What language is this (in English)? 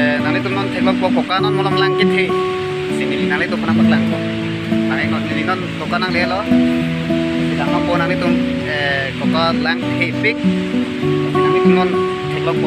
Karbi